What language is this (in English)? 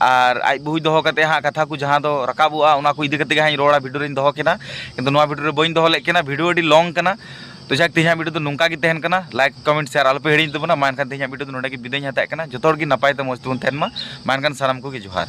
Santali